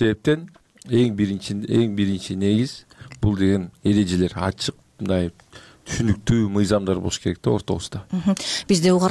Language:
Kyrgyz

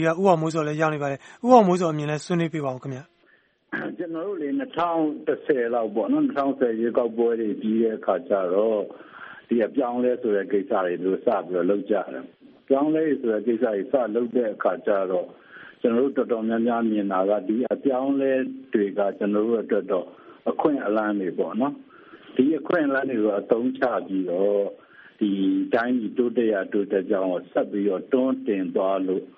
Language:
Burmese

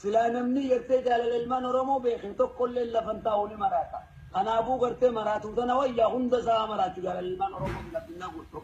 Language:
Oromo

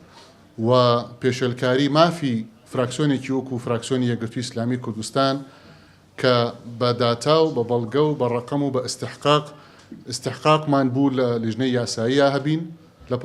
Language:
Central Kurdish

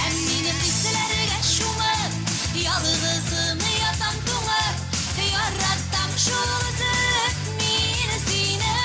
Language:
Tatar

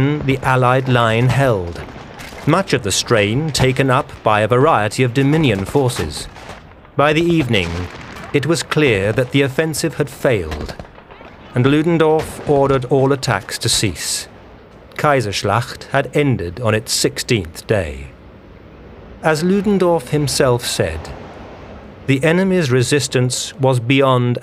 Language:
English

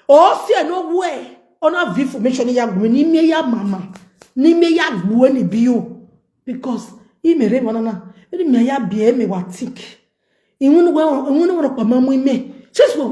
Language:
Nigerian Pidgin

